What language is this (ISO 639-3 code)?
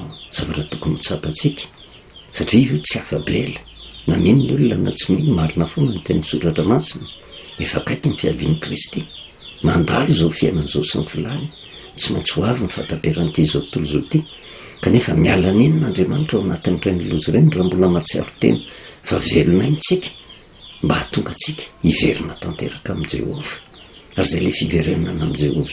mlg